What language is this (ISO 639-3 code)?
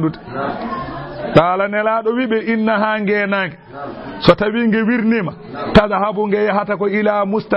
ful